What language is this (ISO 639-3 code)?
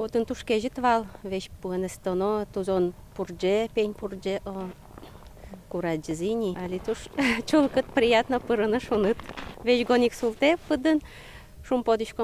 udm